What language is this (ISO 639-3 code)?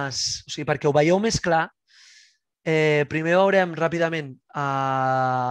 cat